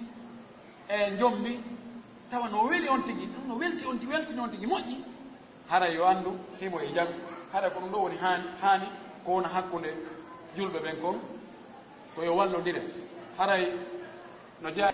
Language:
Fula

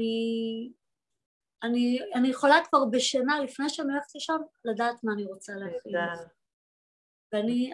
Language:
Hebrew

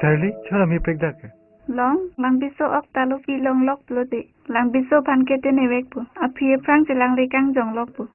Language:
Karbi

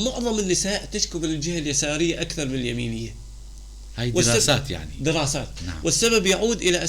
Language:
North Levantine Arabic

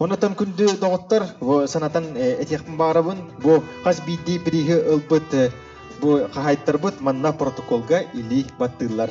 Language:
Yakut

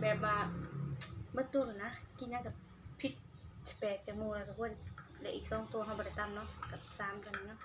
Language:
Northeastern Thai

